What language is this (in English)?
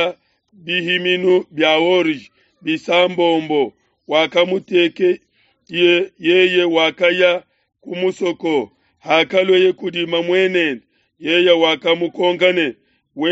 Luba-Lulua